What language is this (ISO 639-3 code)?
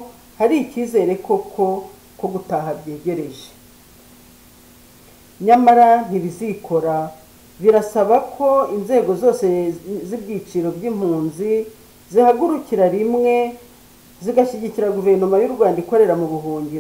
kin